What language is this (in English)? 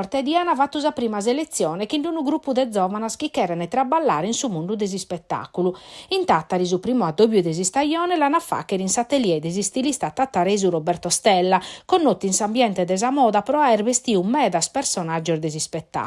Sardinian